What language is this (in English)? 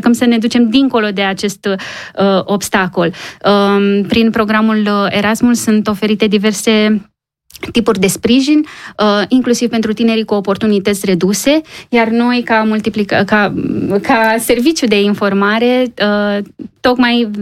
Romanian